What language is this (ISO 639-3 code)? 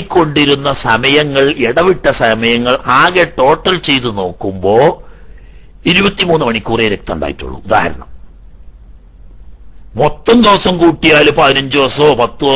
mal